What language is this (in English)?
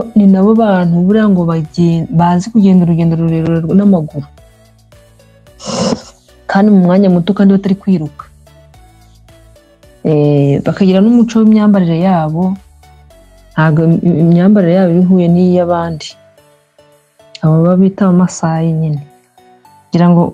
Kinyarwanda